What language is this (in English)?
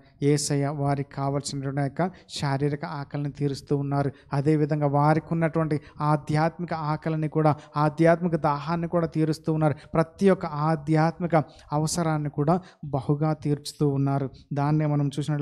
Telugu